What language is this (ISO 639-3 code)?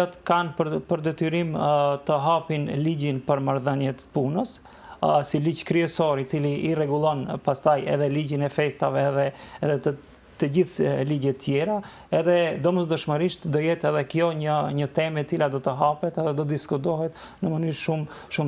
sqi